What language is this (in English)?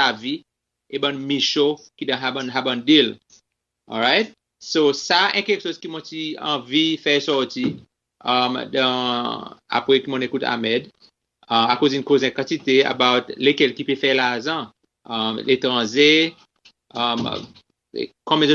Seselwa Creole French